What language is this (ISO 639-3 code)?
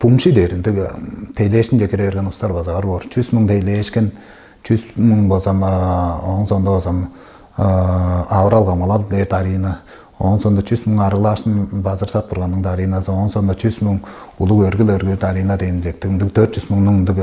tyv